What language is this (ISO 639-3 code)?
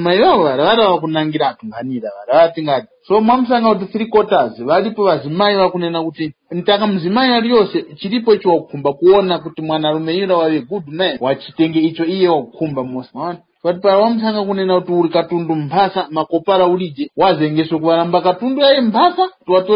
tum